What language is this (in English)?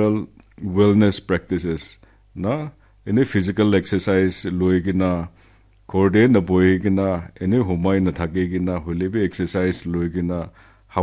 Naga Pidgin